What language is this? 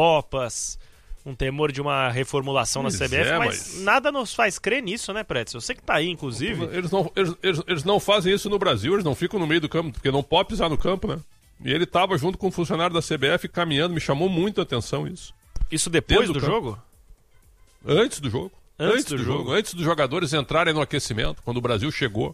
Portuguese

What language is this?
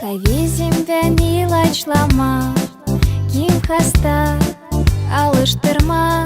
Gagauz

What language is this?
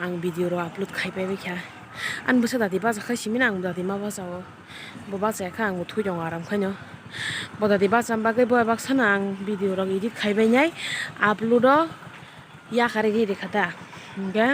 Kok Borok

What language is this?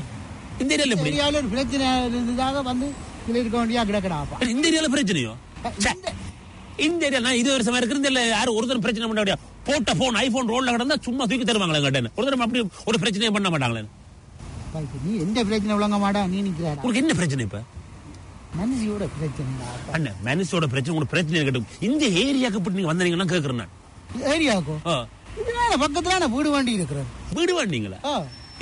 Tamil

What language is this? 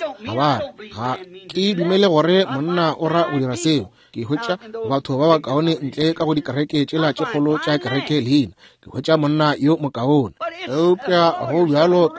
Northern Sotho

